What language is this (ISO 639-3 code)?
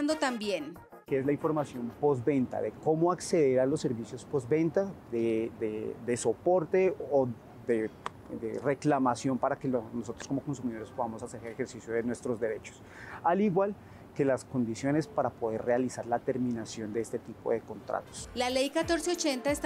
spa